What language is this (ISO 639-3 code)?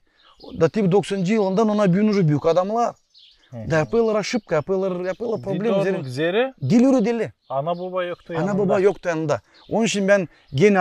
gag